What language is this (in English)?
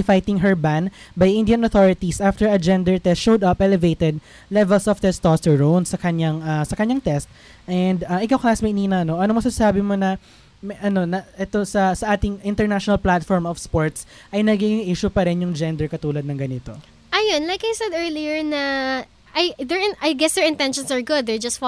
Filipino